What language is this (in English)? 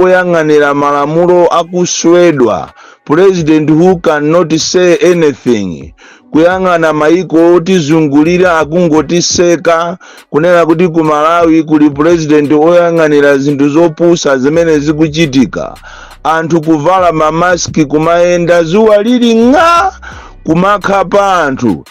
Nyanja